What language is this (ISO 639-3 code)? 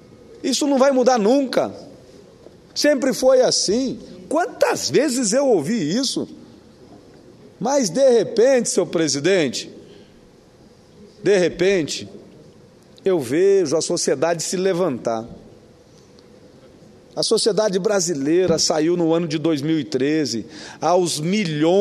por